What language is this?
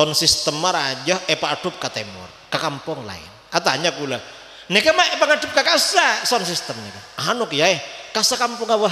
Madurese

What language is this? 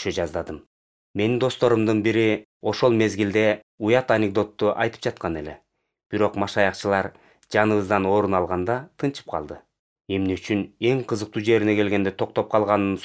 Kyrgyz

